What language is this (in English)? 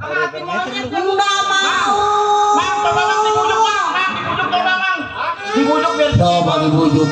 Betawi